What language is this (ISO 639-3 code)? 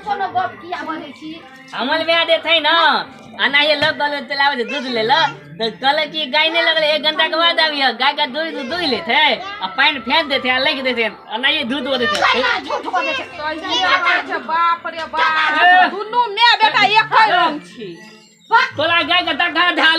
mai